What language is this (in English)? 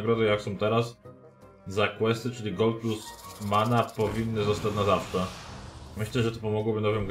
Polish